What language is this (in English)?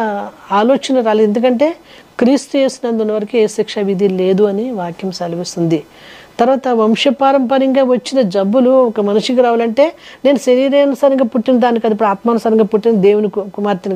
Telugu